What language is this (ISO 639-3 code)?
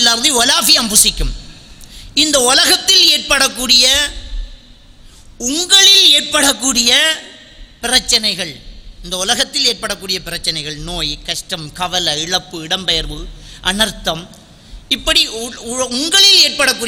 tam